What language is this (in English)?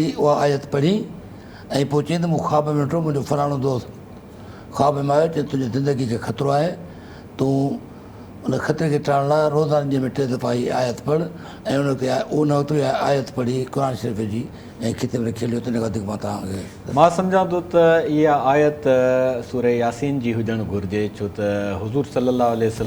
Sindhi